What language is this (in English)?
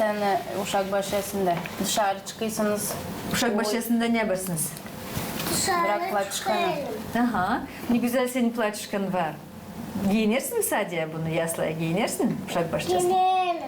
Gagauz